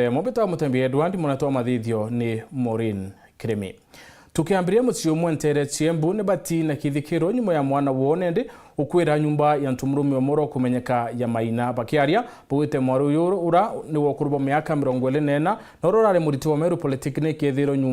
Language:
Meru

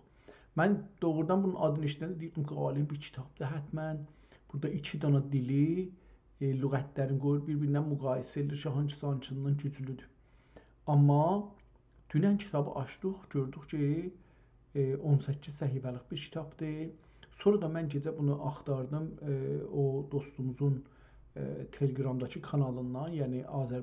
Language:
South Azerbaijani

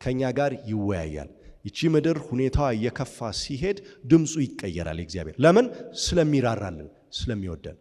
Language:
Amharic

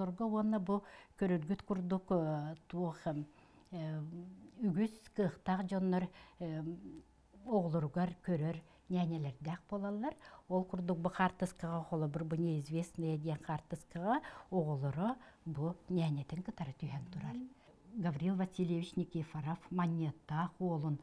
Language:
Yakut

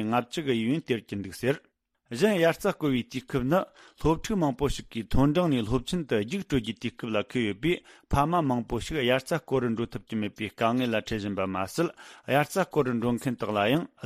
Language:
Tibetan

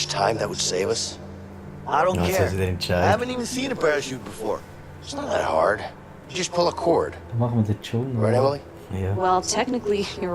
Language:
Swiss German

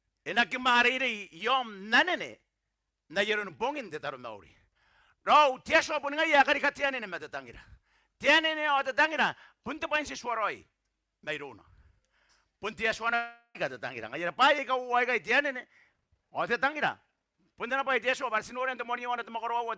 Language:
Gilbertese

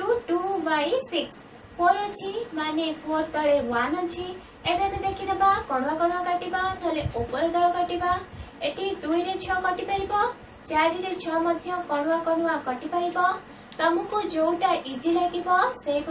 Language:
Odia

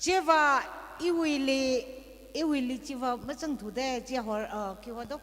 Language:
Tangkhul Naga (India)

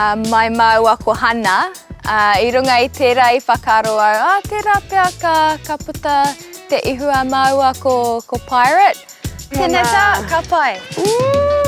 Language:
Māori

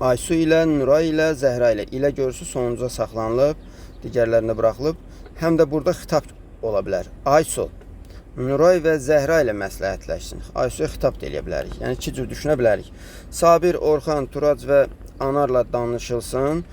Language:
Azerbaijani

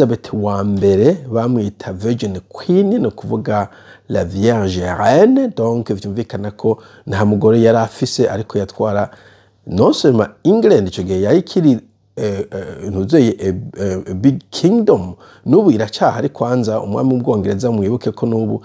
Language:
Rundi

